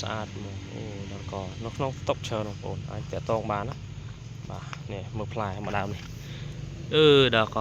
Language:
Khmer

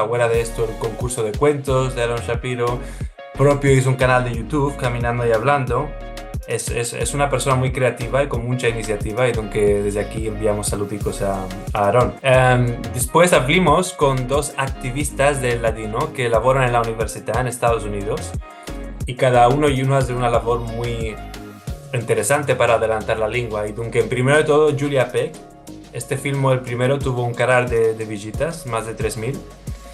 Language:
Ladino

